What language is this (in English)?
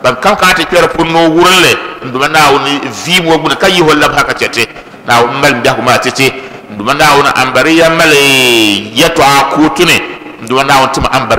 Dagbani